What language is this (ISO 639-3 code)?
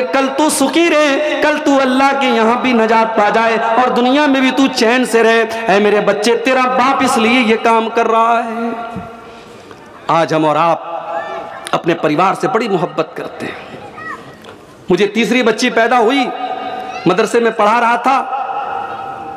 urd